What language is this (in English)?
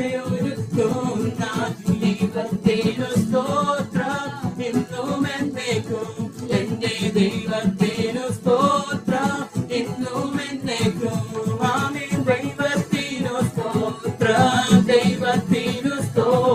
Malayalam